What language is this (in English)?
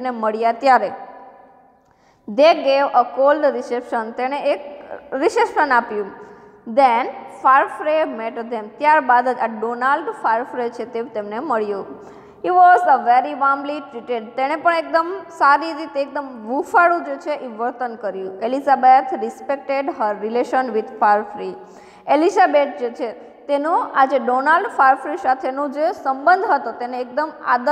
Gujarati